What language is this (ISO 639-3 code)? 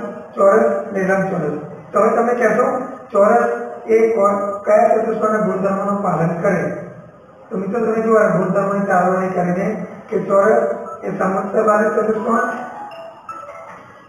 guj